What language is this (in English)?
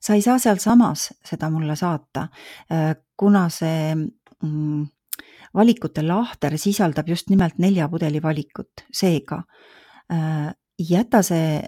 Estonian